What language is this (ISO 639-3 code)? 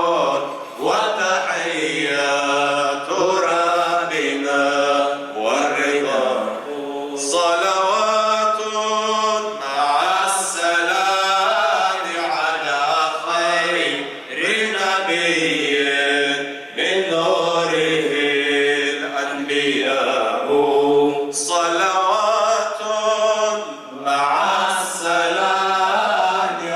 kbd